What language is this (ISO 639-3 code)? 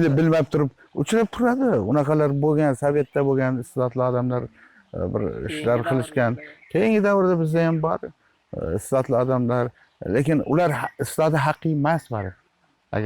uzb